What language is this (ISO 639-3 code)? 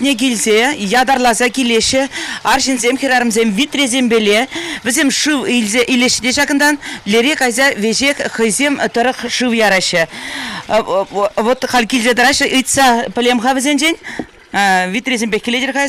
chv